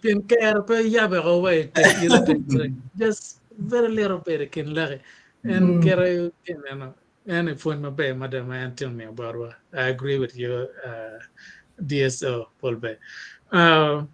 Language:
Acoli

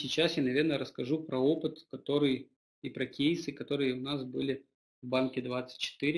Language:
Russian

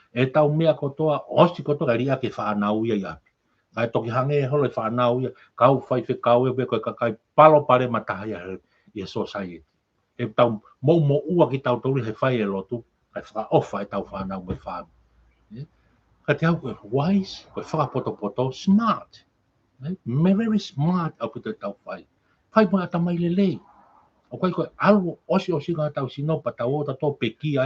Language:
Tongan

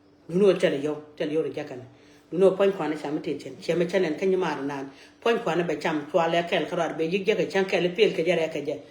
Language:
Nuer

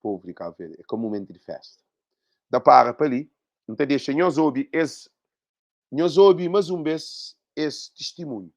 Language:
Kabuverdianu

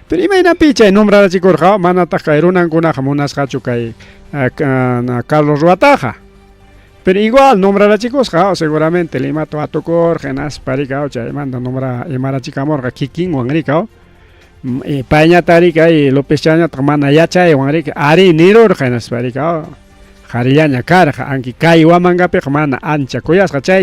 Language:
Ayacucho Quechua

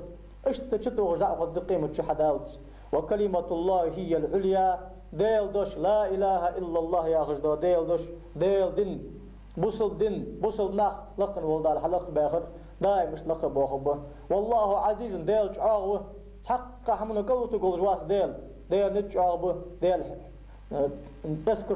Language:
Ingush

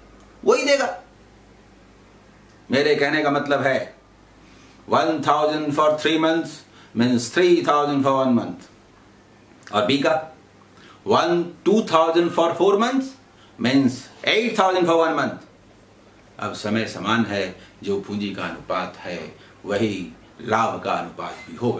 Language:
Hindi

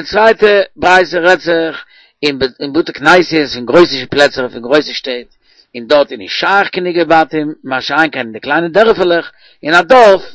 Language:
Yiddish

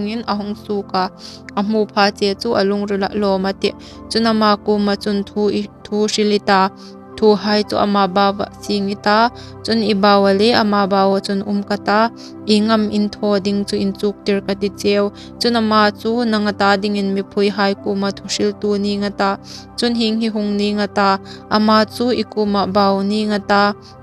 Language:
Hmar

